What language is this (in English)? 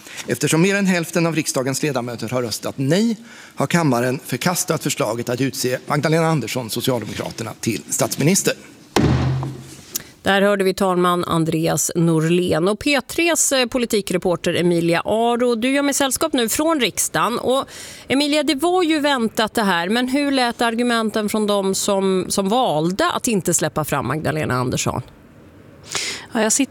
Swedish